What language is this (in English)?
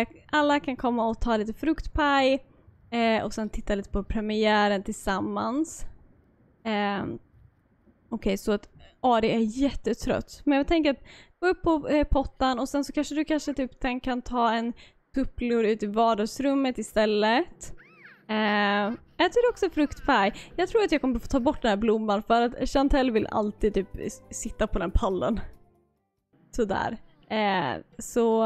Swedish